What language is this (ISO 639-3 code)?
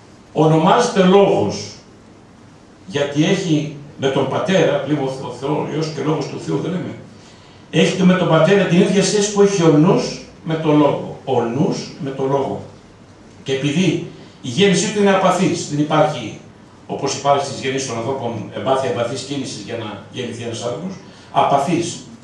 ell